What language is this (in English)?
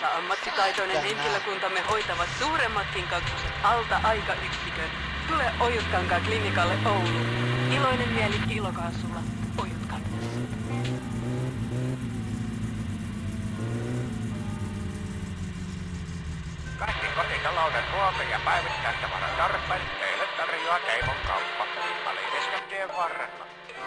Finnish